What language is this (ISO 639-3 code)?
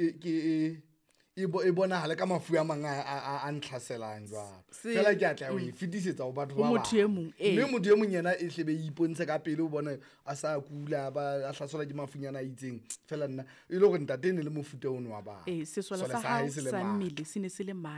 sot